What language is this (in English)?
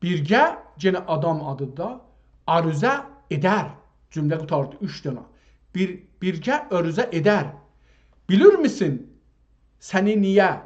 South Azerbaijani